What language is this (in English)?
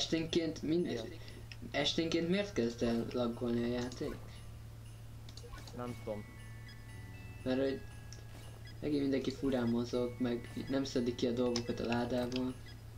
Hungarian